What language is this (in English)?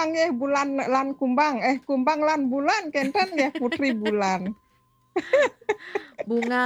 Balinese